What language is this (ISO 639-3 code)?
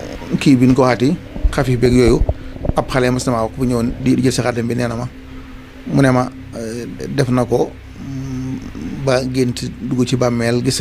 wol